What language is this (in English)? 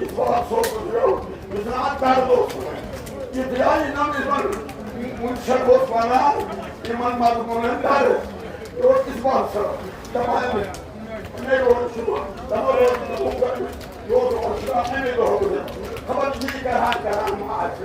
Kashmiri